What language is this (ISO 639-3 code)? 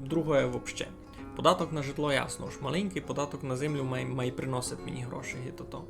rue